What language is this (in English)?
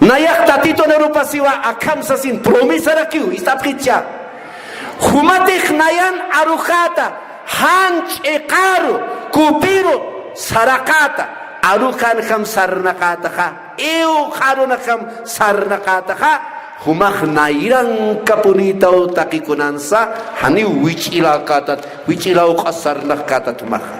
Aymara